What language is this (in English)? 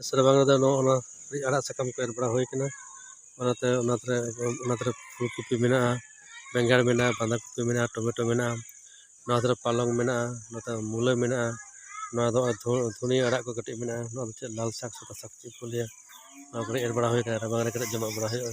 Santali